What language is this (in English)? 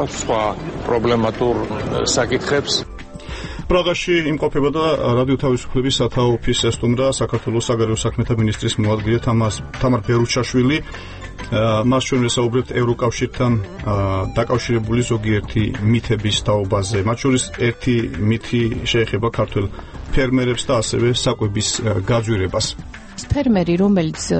Georgian